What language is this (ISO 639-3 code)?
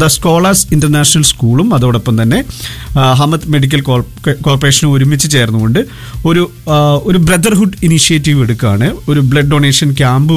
mal